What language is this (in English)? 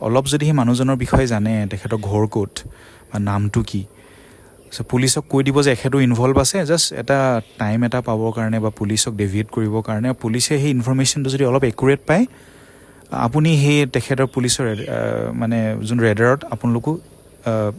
Assamese